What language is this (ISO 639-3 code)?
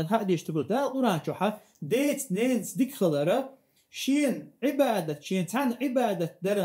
che